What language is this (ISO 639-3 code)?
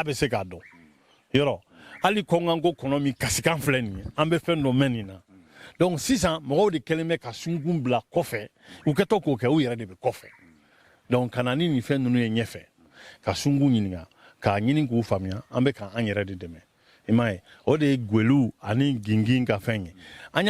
bam